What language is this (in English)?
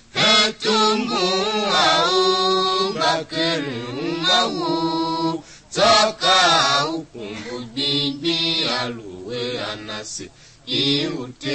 Tiv